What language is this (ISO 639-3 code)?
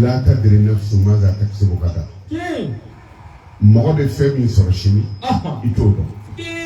bam